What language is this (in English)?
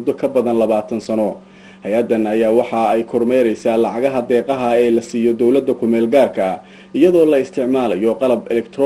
Somali